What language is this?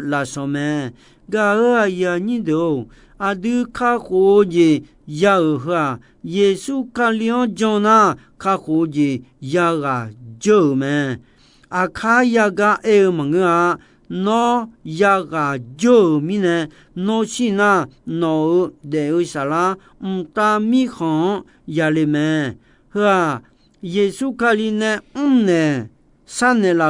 Akha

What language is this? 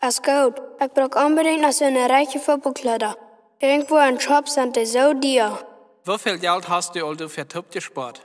Plautdietsch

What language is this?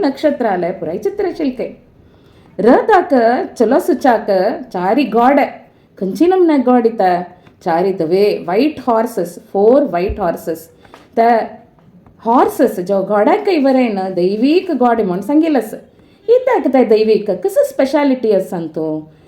Konkani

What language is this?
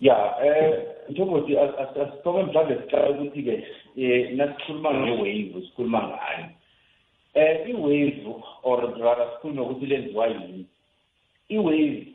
South Ndebele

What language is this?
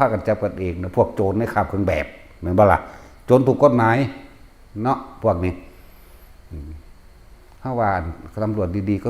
Northeastern Thai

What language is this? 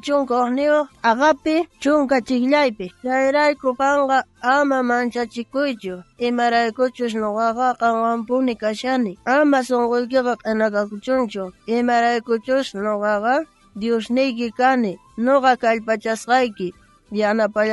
South Bolivian Quechua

